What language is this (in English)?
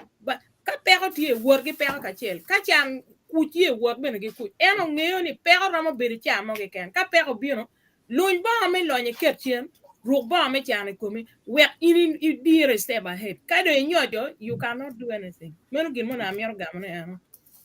Acoli